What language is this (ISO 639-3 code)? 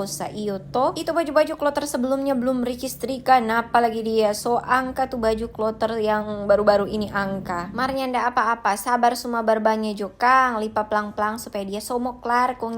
xmm